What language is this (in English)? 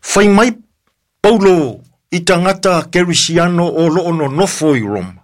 Samoan